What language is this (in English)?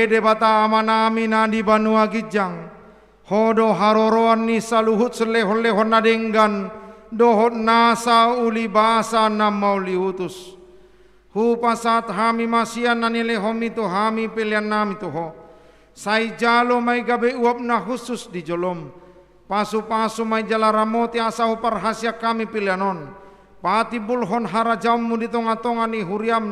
Batak Toba